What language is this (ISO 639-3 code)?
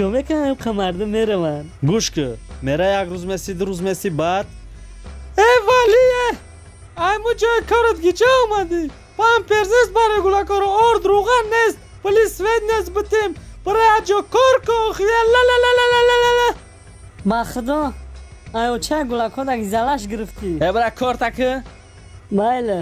tgk